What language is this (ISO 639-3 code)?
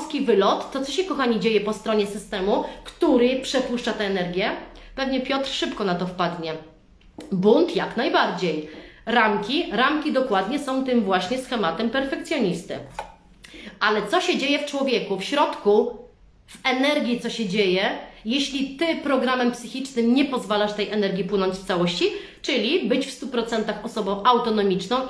pol